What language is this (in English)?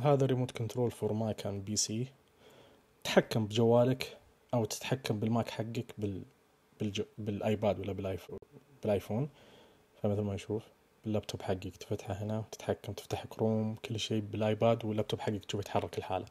Najdi Arabic